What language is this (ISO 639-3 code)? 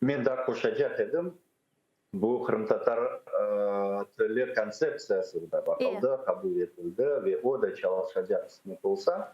crh